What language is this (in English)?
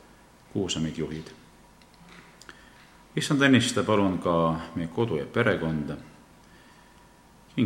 Estonian